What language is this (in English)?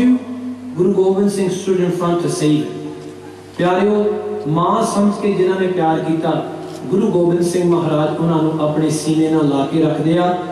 Punjabi